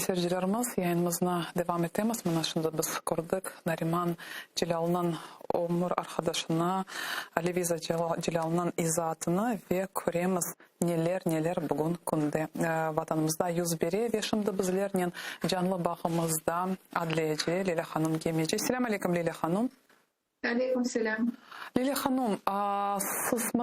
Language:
Crimean Tatar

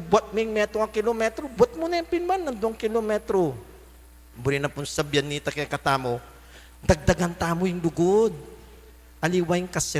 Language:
Pampanga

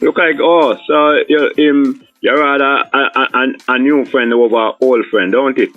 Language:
Jamaican Creole English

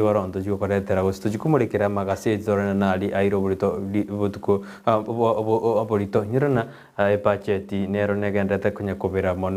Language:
Gusii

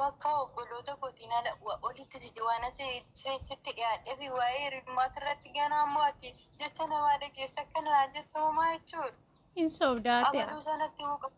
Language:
Oromo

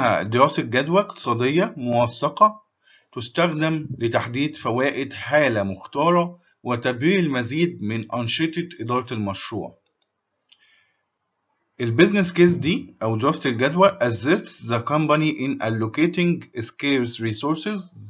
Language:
Egyptian Arabic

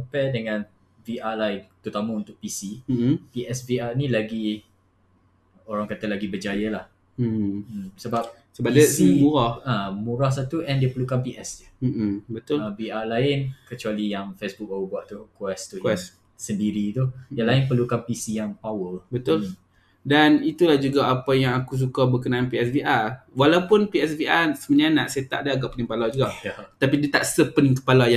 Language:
Malay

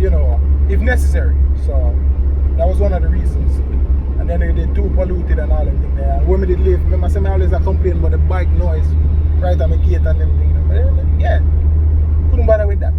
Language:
Jamaican Creole English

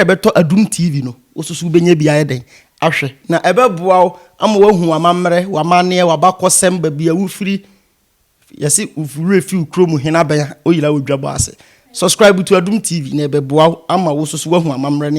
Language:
Akan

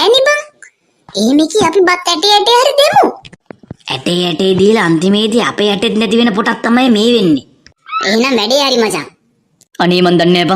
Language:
Sinhala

